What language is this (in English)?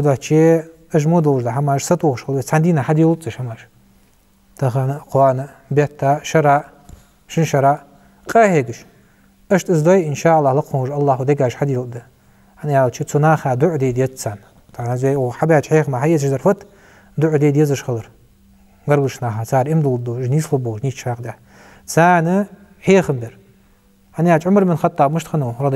Ingush